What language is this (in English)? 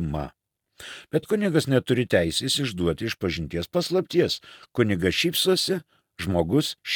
Lithuanian